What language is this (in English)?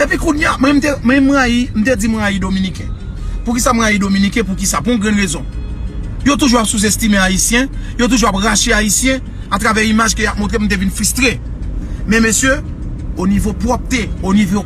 Haitian Creole